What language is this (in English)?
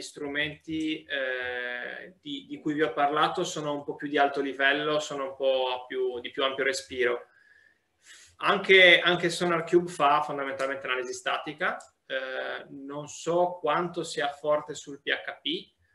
Italian